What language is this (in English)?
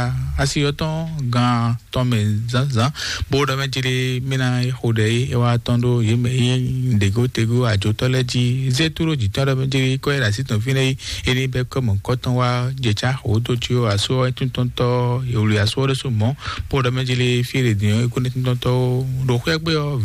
Fon